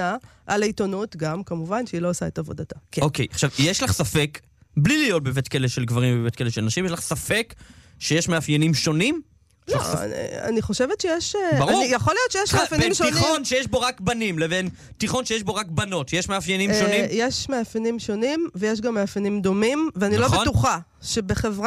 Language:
Hebrew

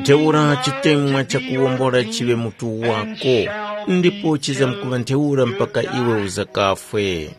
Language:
Tumbuka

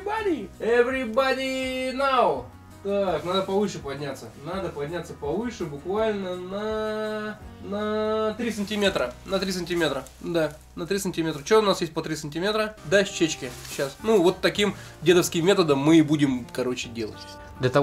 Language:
Russian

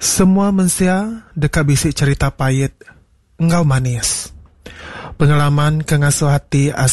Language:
Iban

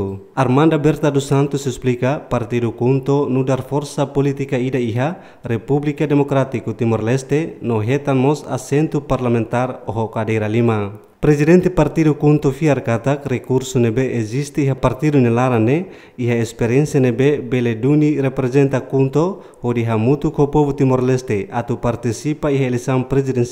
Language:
Tetum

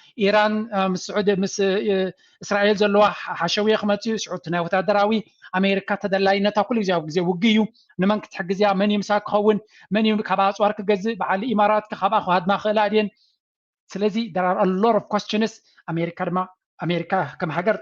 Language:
Tigrinya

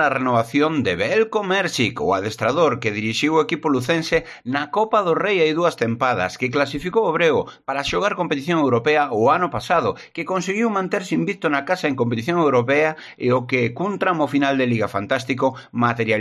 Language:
Galician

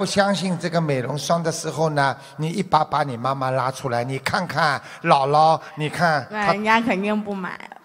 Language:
Chinese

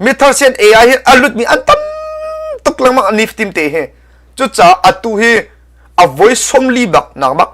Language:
Hakha Chin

